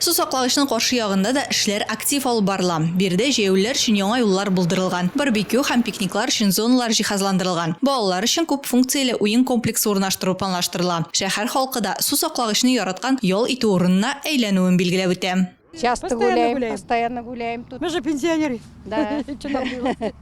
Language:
Tatar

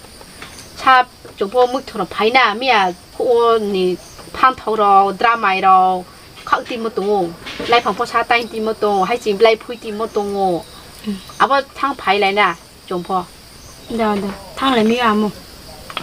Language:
Riang (India)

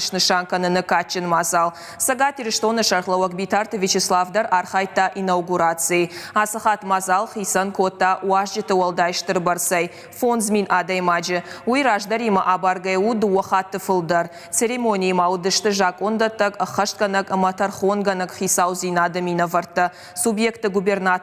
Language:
Ossetic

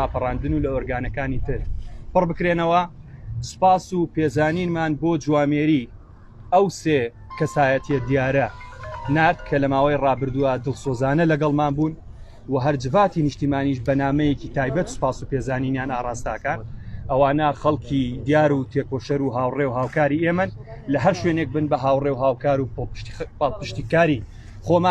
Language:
Central Kurdish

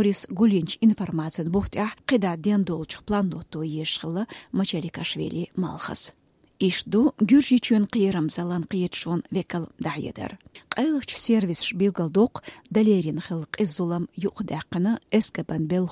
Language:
Chechen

